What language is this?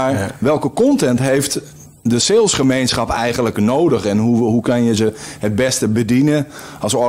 Dutch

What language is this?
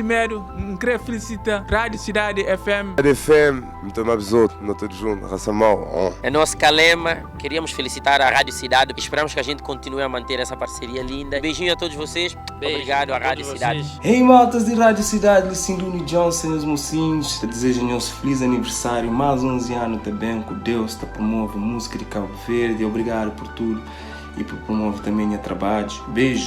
Kabuverdianu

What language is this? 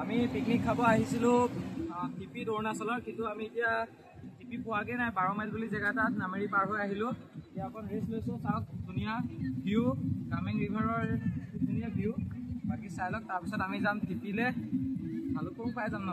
Assamese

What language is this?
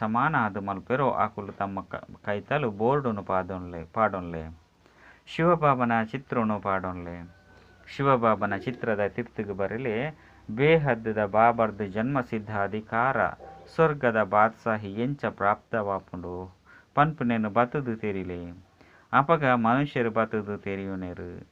Tulu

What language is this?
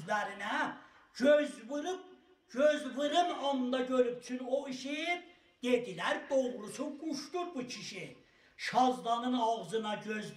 South Azerbaijani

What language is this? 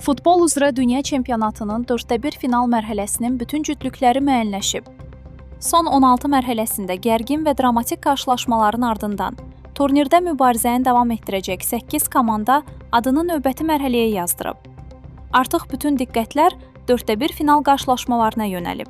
Azerbaijani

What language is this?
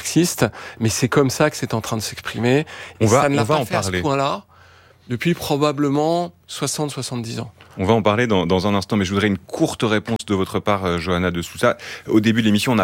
French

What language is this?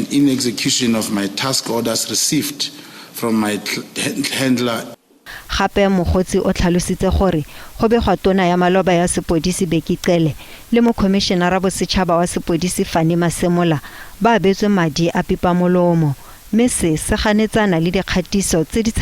Tswana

